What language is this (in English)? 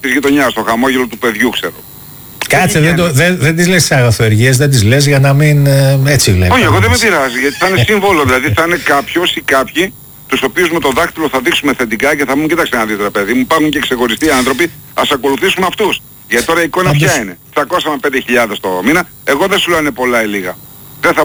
Greek